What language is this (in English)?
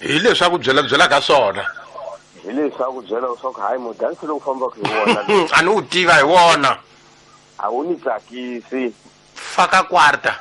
Tsonga